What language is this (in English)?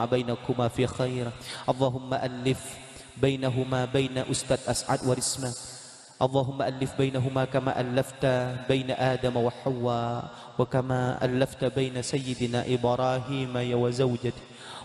Madurese